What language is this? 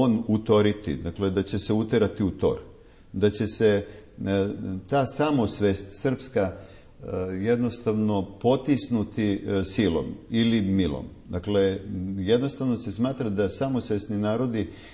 Serbian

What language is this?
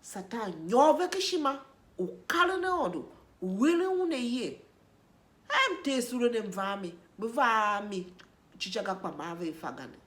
Tiv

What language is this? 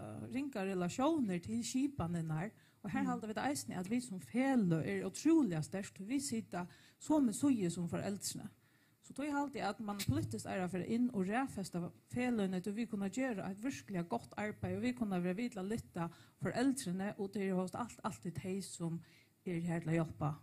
Faroese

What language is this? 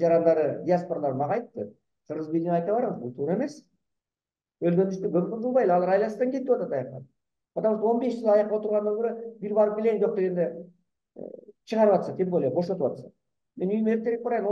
Kyrgyz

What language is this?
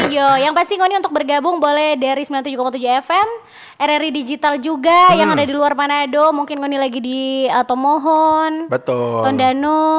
Manado Malay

